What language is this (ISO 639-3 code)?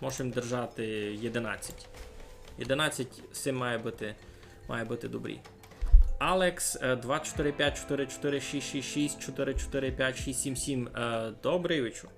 rue